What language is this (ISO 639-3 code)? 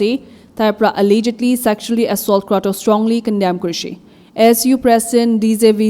nag